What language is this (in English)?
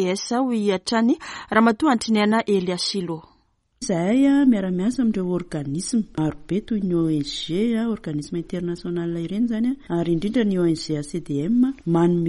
Malagasy